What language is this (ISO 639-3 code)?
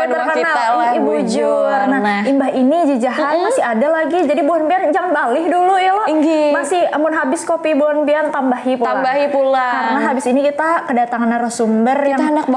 bjn